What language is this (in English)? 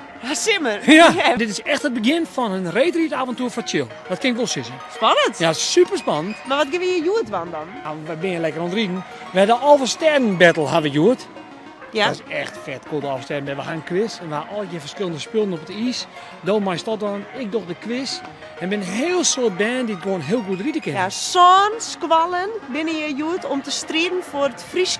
Western Frisian